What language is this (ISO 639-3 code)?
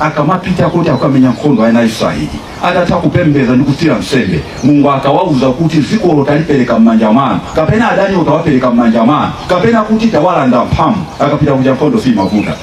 nya